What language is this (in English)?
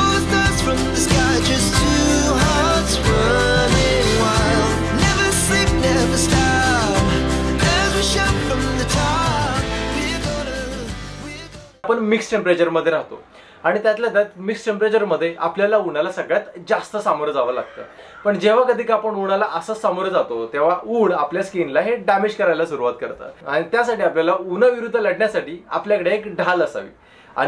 Marathi